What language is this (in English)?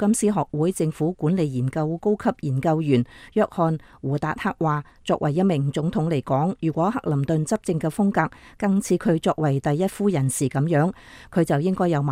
Cantonese